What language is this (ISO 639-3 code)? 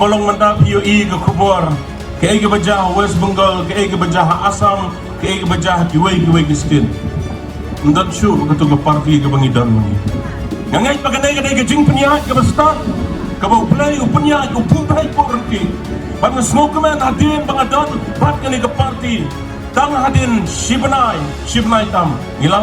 kha